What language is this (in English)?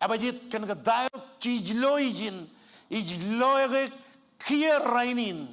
Marshallese